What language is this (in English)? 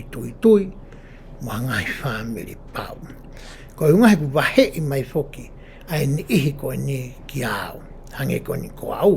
Tongan